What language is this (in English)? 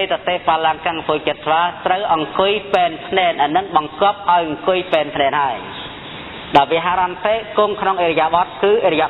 Khmer